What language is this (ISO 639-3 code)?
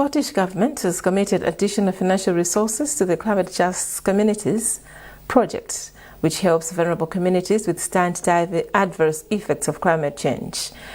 eng